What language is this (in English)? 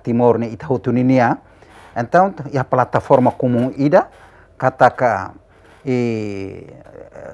Tetum